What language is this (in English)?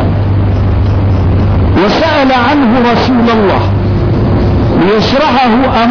Arabic